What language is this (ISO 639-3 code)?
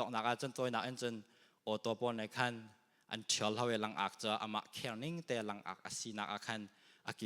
cnh